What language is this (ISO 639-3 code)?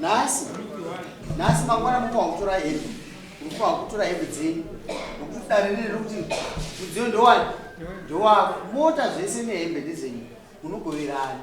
sna